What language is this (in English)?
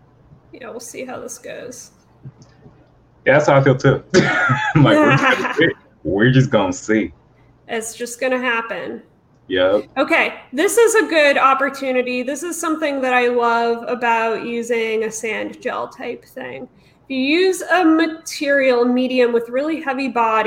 English